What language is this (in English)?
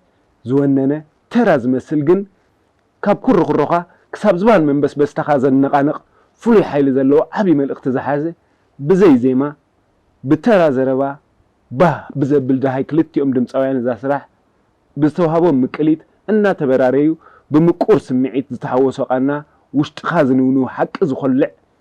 Tigrinya